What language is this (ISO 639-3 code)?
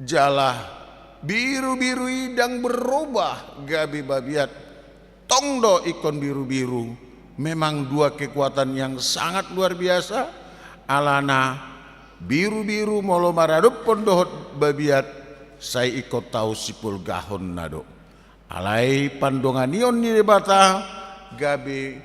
bbc